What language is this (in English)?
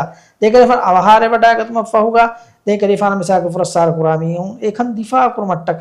Divehi